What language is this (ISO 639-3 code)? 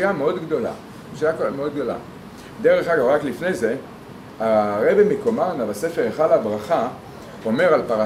heb